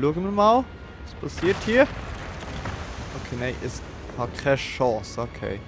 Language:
Swiss German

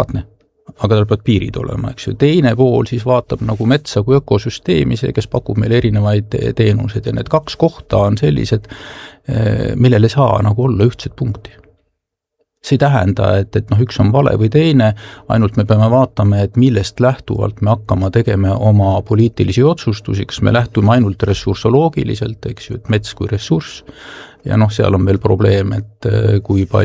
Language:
Estonian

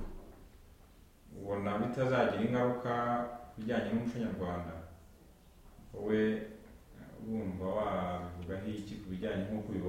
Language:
Kinyarwanda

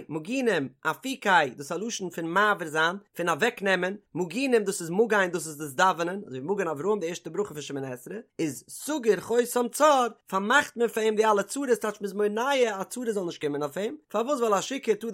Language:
Yiddish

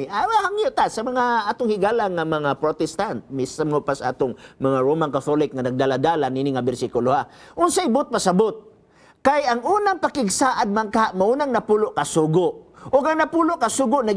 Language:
Cebuano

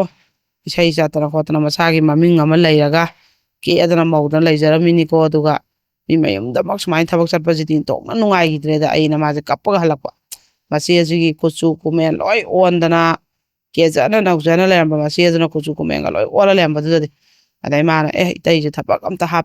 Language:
Manipuri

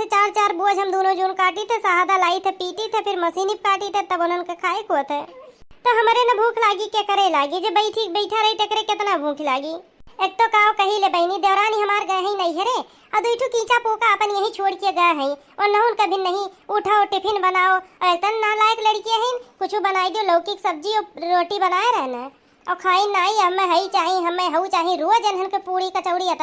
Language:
Awadhi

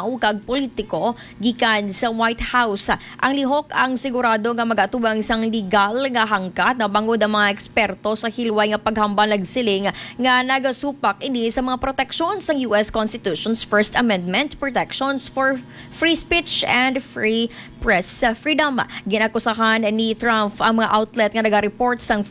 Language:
Hiligaynon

